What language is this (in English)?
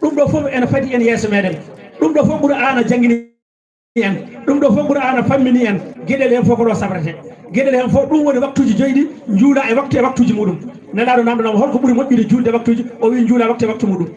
Fula